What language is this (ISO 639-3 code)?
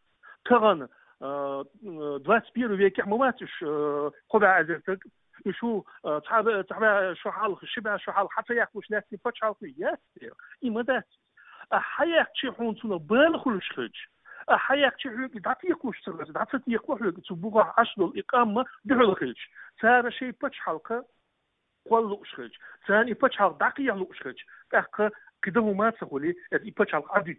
che